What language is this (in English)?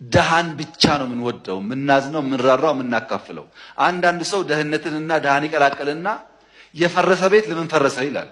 Amharic